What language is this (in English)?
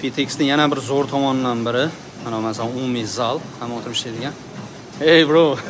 Uzbek